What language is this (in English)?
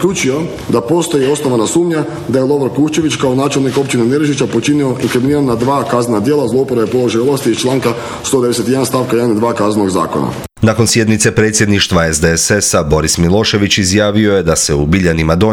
Croatian